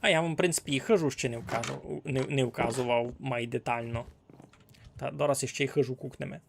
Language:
Rusyn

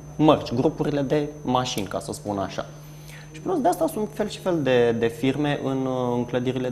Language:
Romanian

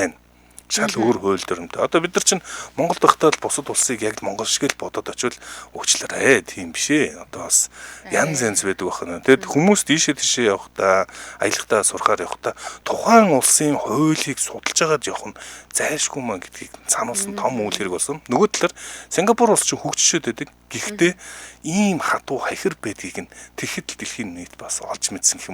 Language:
Mongolian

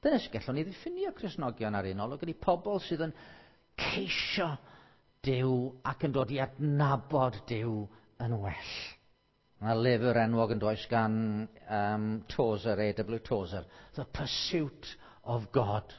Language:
Welsh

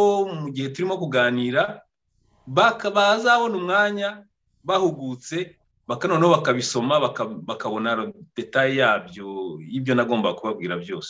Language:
Kinyarwanda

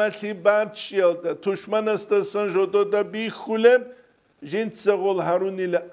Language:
Avaric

